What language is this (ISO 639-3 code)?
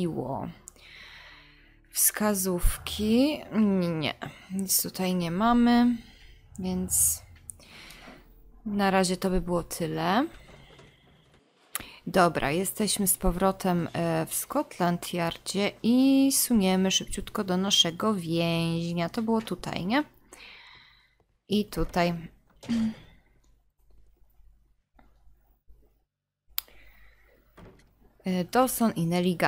pol